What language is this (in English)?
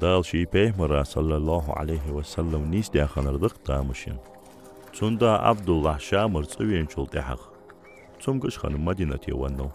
Ingush